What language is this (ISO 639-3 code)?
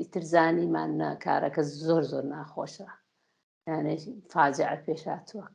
ckb